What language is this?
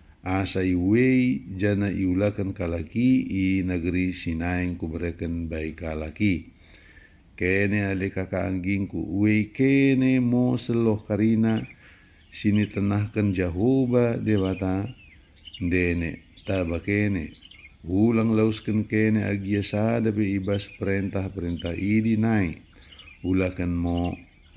Batak Dairi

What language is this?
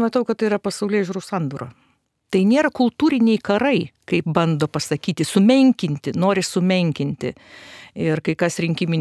Lithuanian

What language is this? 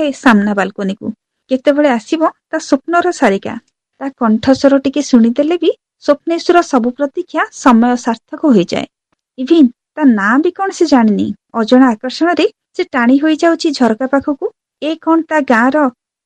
Odia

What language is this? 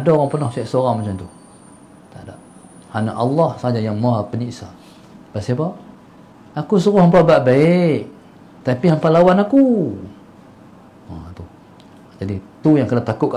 Malay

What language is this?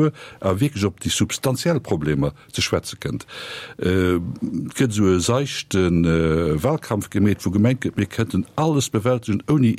Luxembourgish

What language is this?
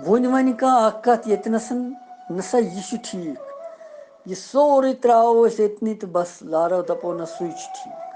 Kashmiri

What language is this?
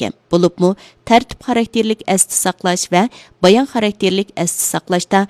Uyghur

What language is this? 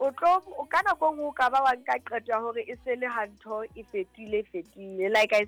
Southern Sotho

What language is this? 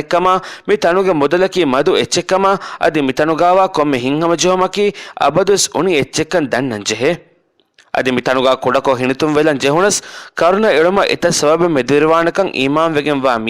Divehi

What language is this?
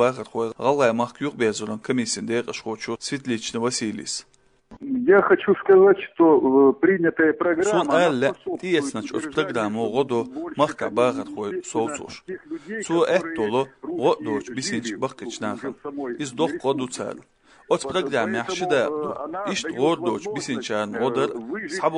Chechen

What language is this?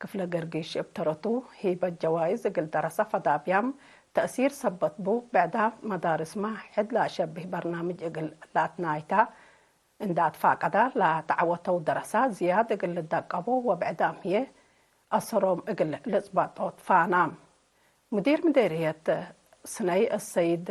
Tigre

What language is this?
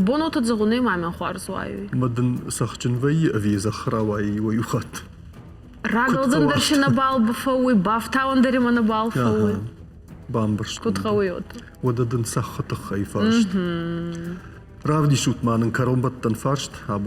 Ossetic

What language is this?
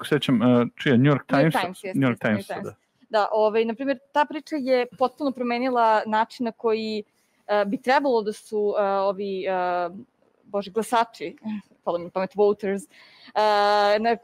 Serbian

